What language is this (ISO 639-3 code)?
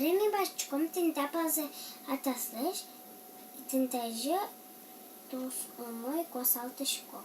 udm